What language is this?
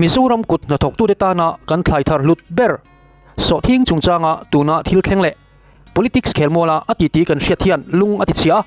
Mizo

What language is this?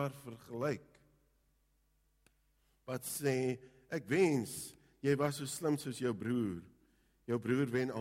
Afrikaans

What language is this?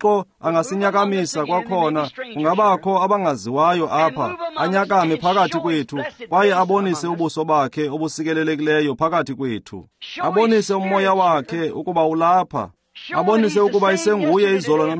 Xhosa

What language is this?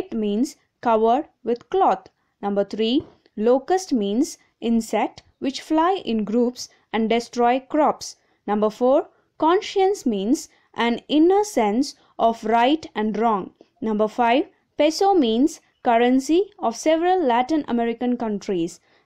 English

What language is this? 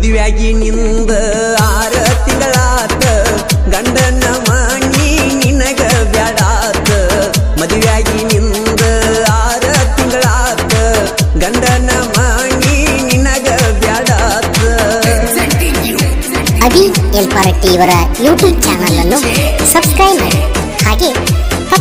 Kannada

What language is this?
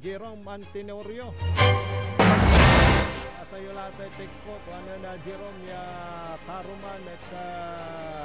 Pangasinan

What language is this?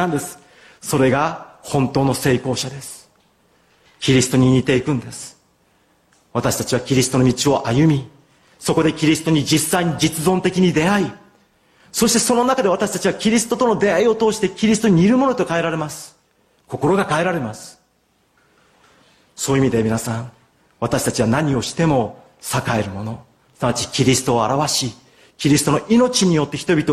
Japanese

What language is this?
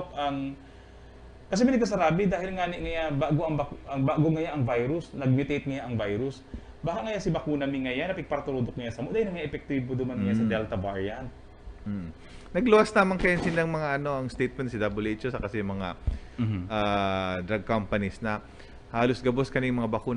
Bikol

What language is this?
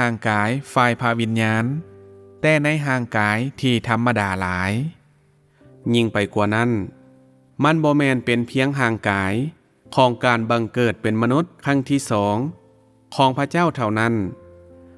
Lao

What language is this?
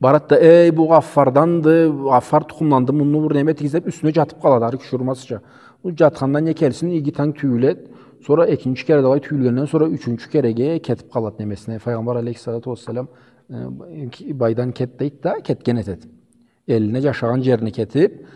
Karachay-Balkar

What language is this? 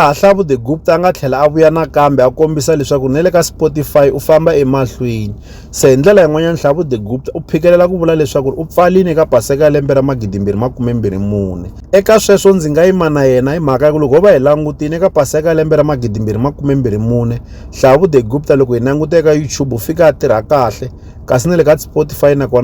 Tsonga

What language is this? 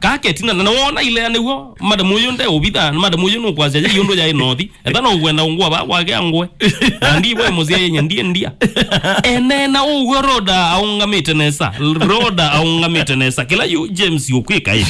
Kamba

